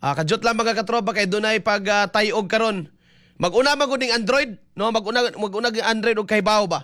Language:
Cebuano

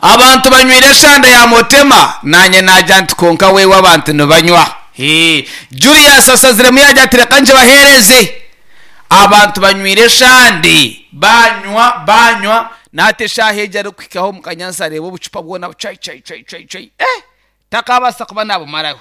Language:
Nyankole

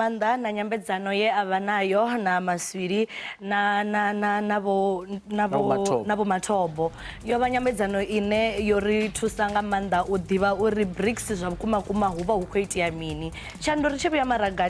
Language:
Venda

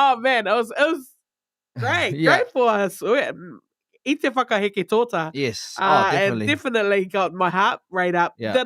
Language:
Māori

